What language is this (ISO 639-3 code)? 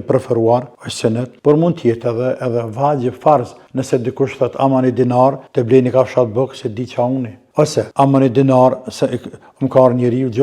sqi